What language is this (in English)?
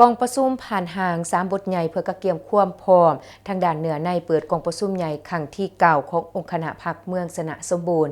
Lao